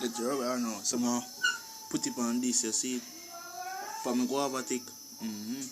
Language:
Jamaican Creole English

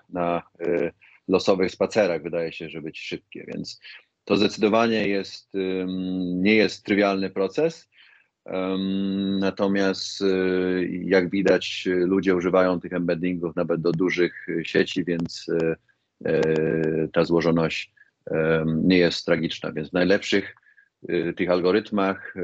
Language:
Polish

